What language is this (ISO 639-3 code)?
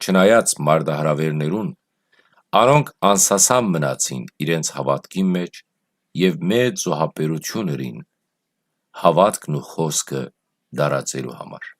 hyw